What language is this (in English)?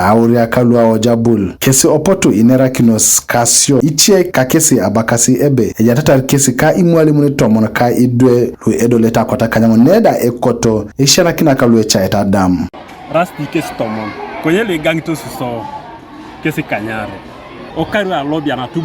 Teso